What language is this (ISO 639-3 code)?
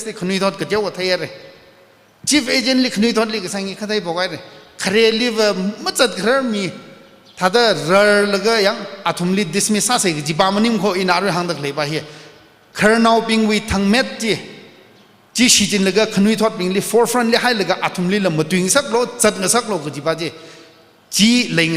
nmf